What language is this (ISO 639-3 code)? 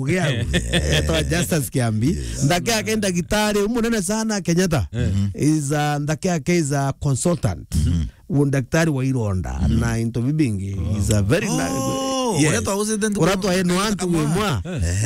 mer